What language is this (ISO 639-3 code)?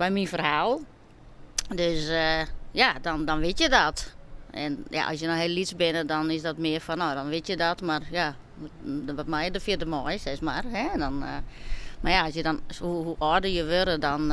fry